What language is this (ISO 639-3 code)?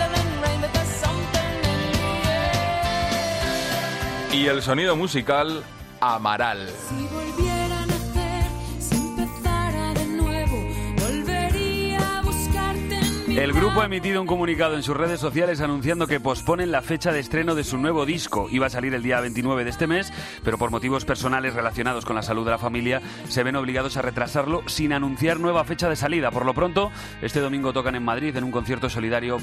spa